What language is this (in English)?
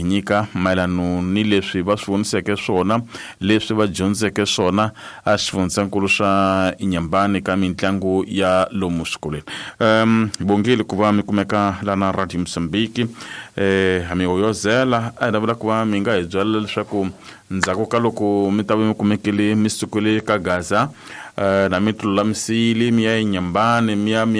Tsonga